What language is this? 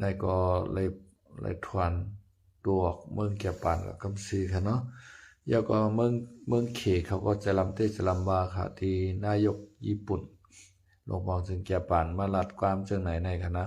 Lao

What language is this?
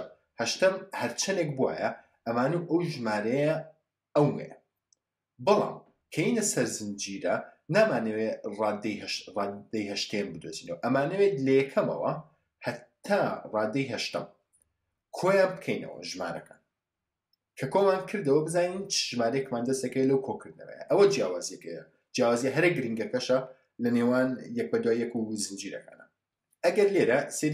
Central Kurdish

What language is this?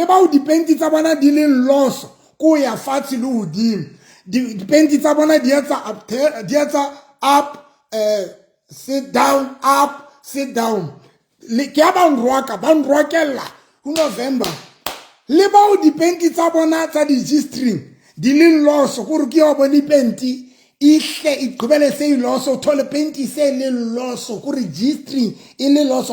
Southern Sotho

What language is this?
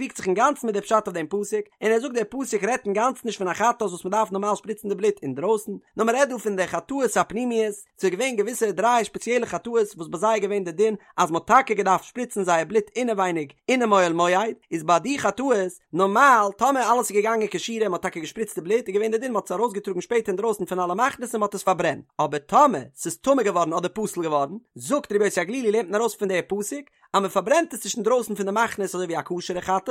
Yiddish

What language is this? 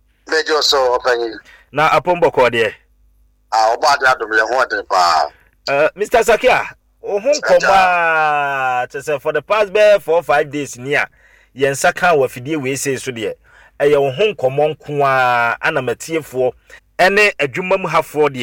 Akan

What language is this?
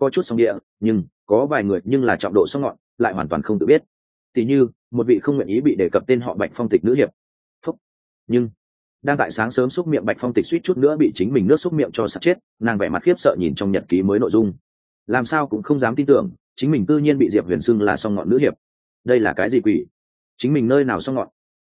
Vietnamese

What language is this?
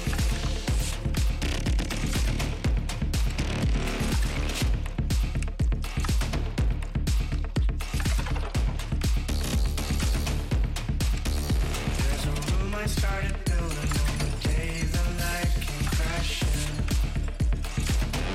Spanish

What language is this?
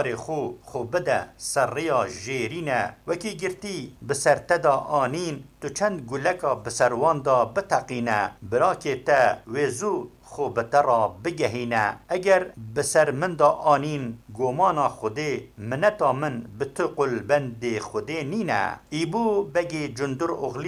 Kurdish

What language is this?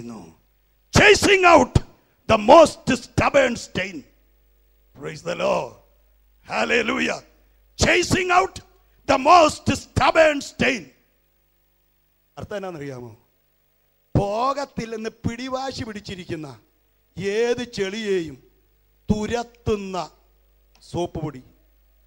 Malayalam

